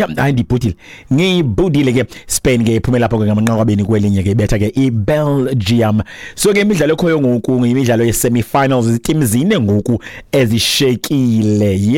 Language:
Xhosa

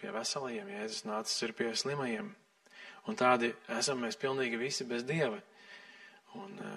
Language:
Latvian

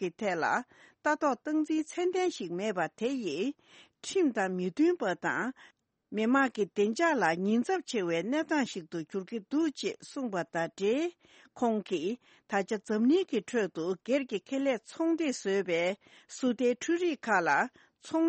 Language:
Tibetan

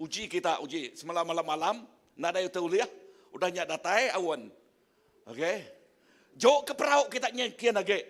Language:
Iban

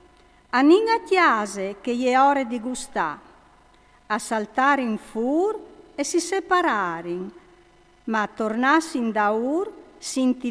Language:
Friulian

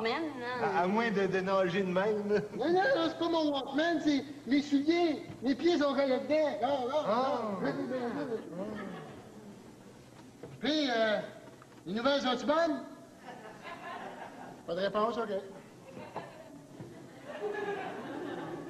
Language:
French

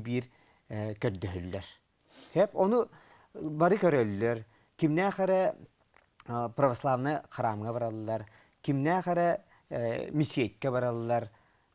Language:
Yakut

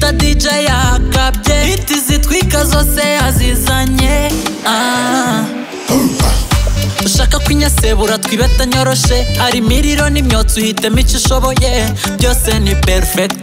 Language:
Kinyarwanda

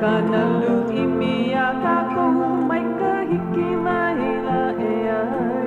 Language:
Hawaiian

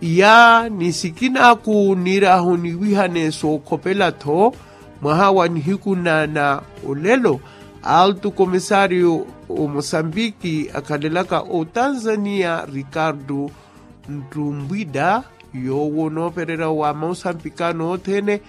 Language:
Makhuwa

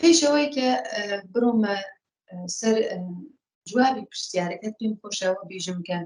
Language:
Central Kurdish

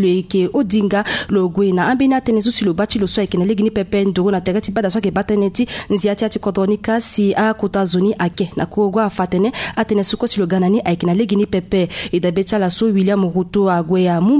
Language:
Sango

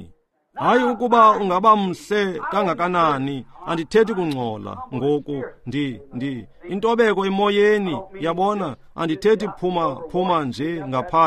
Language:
Xhosa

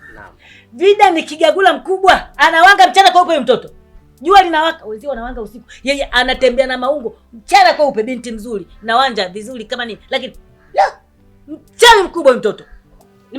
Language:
Swahili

